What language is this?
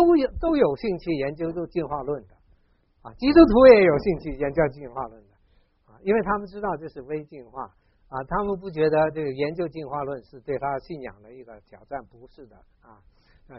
Chinese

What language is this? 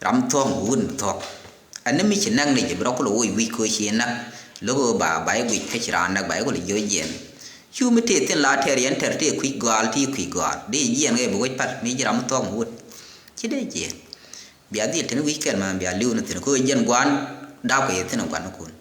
Nuer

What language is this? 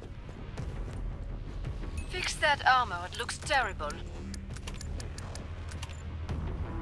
English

